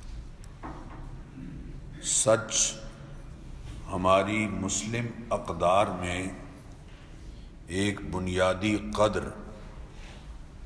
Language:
Urdu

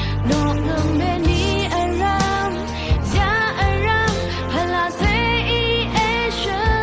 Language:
Rawang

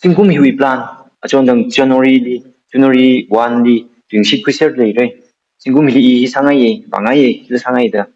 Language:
Tangkhul Naga (India)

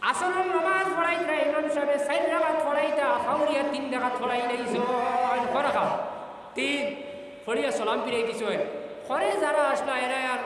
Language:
Sylheti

